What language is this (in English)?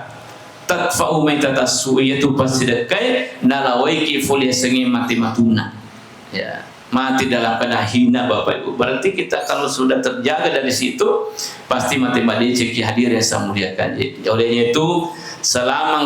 Buginese